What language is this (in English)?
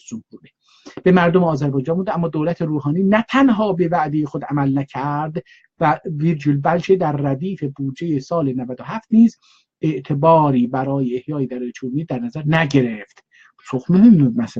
South Azerbaijani